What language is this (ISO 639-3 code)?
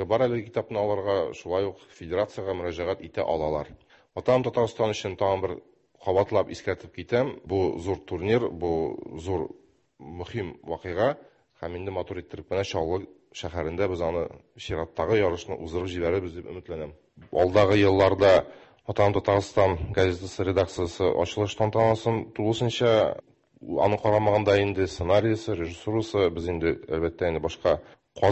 tat